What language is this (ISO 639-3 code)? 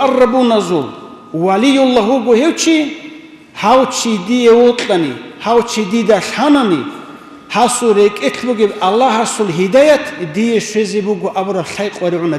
ava